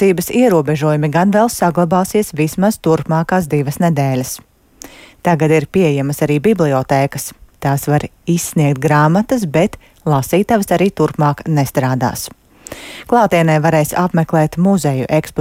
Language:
Latvian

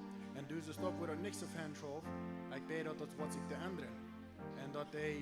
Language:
Plautdietsch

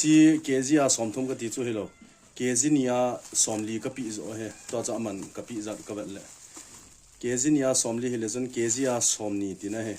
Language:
Thado Chin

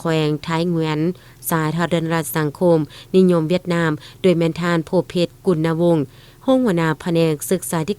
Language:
Lao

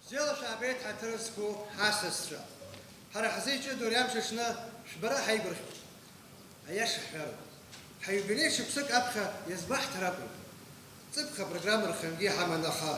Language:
Abkhazian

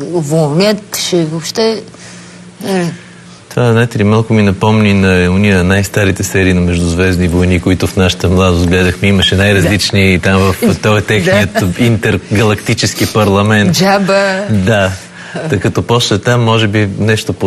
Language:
Bulgarian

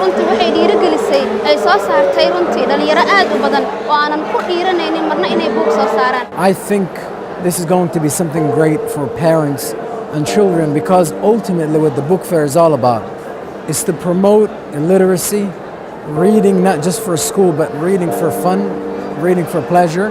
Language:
Somali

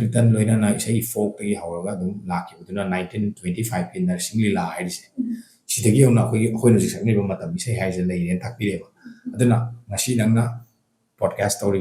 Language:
Manipuri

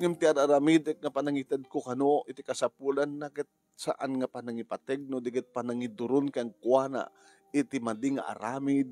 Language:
Iloko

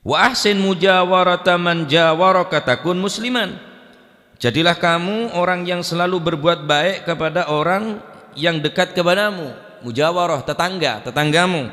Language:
Madurese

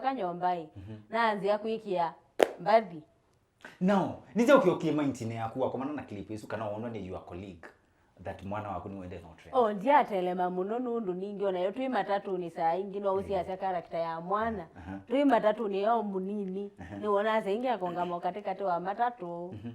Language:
Kamba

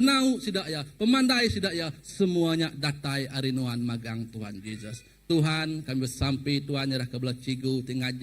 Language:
Iban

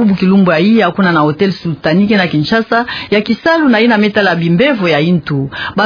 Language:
Kituba (Democratic Republic of Congo)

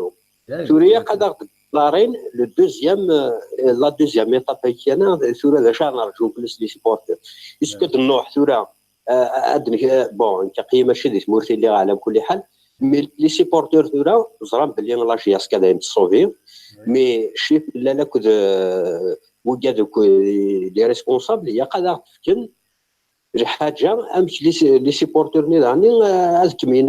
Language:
Kabyle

